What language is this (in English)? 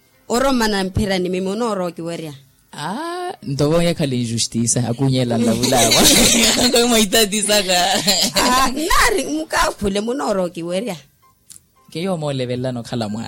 Makhuwa